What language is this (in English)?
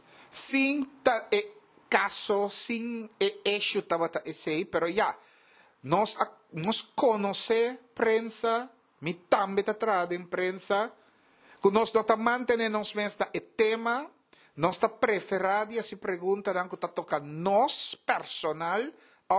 Papiamento